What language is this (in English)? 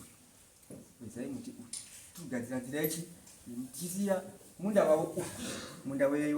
Shona